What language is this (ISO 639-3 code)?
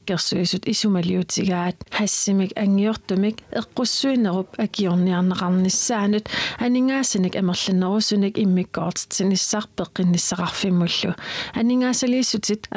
kal